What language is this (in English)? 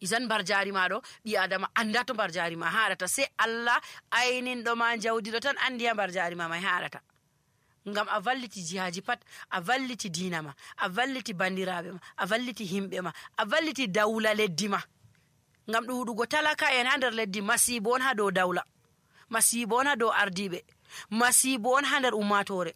Nigerian Fulfulde